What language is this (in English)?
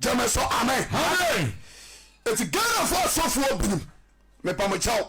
Akan